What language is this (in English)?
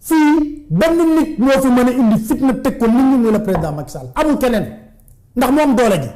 Wolof